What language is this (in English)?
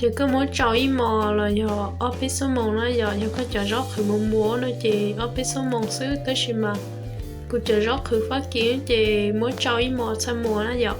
Hmong